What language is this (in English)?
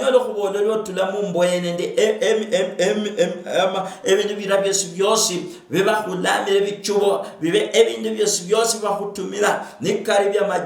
Luyia